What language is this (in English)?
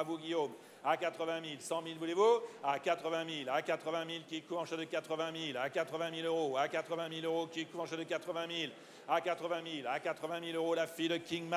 French